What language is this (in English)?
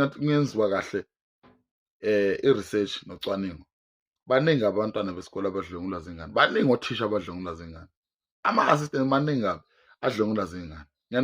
Zulu